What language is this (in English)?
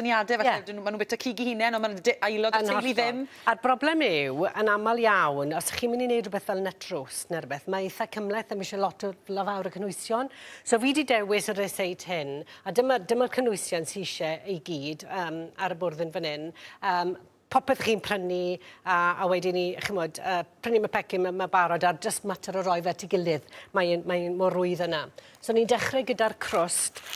Welsh